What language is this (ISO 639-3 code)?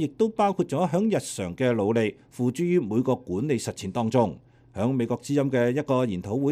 yue